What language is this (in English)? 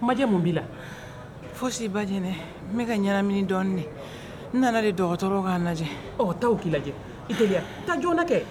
Bambara